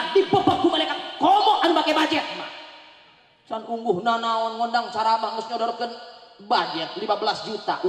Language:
Sundanese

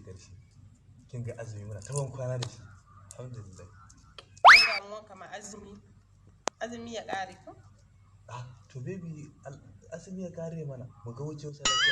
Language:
Hausa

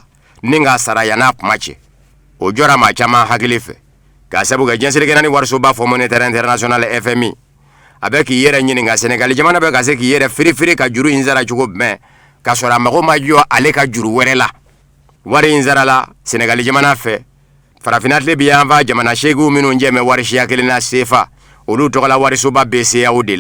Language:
Bambara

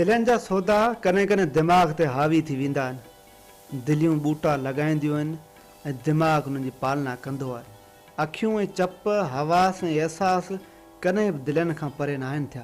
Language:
Sindhi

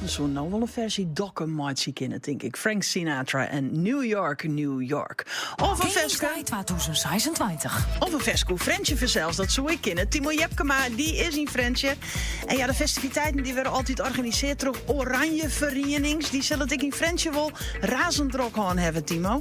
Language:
Western Frisian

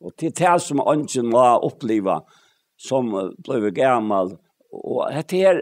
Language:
Faroese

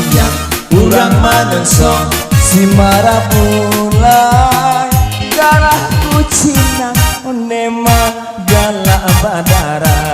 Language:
Minangkabau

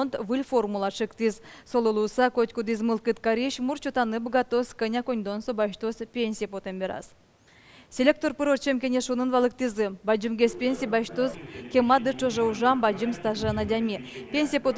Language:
Udmurt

